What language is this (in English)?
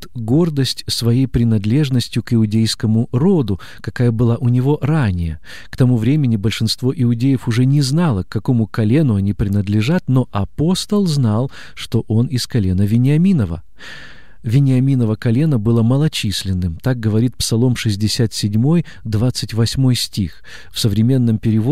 Russian